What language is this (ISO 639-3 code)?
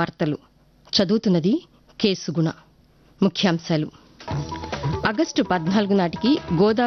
tel